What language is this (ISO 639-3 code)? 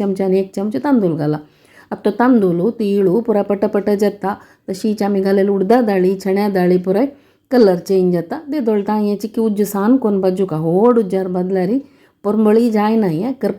kok